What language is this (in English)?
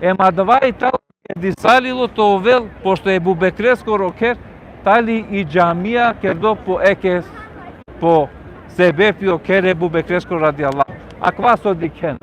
Balkan Romani